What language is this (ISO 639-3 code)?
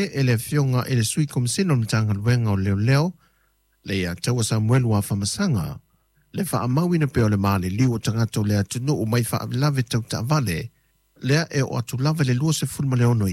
smo